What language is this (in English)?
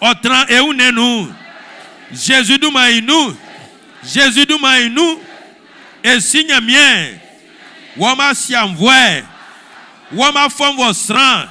Baoulé